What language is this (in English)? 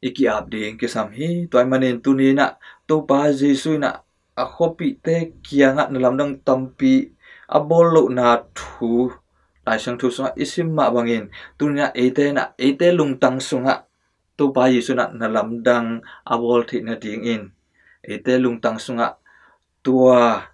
Tedim Chin